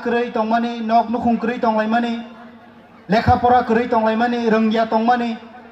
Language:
Kok Borok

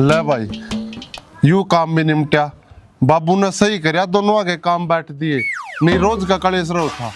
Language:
Haryanvi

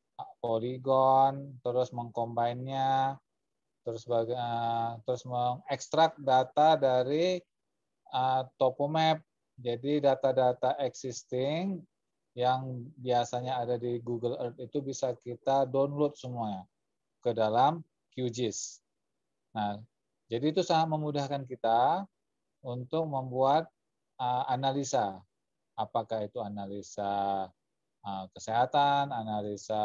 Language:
Indonesian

